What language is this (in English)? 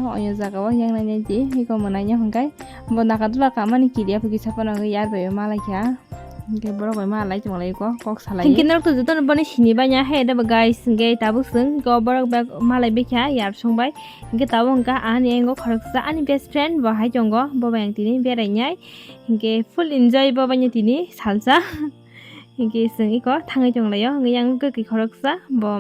Kok Borok